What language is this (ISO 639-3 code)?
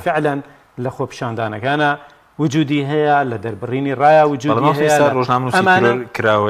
ckb